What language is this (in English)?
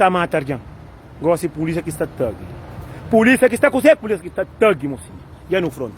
Kabuverdianu